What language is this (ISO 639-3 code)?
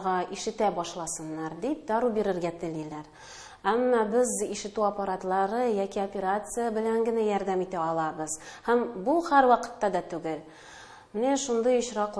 tat